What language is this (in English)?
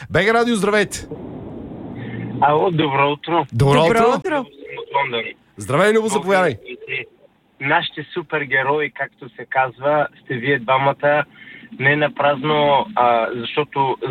Bulgarian